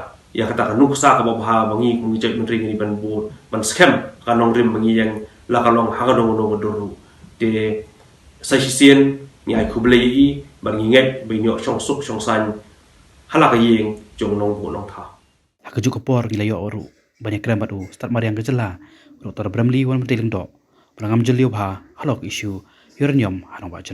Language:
Khasi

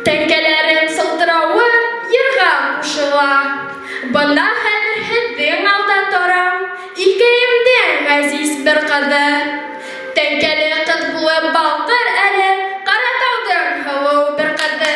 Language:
Bashkir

